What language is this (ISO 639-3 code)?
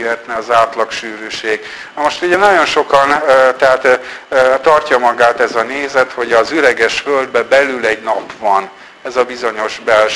hun